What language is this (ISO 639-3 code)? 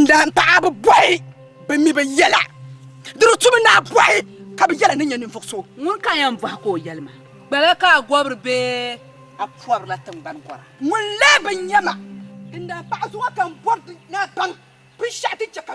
dag